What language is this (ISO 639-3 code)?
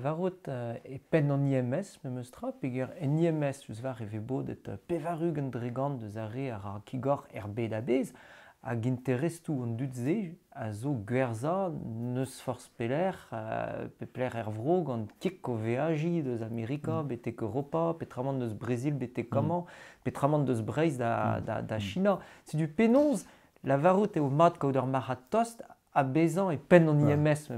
bre